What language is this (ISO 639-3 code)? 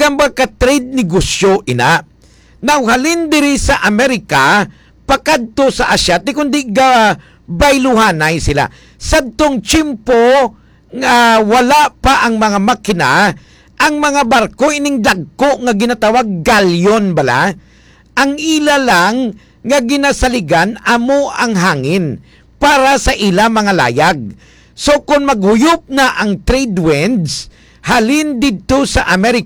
hil